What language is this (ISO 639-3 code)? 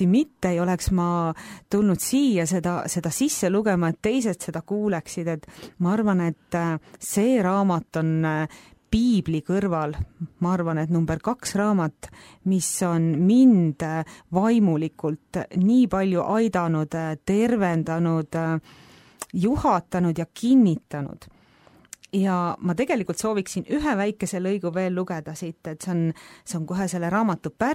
est